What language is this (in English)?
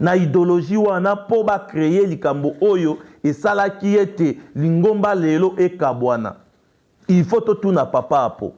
Lingala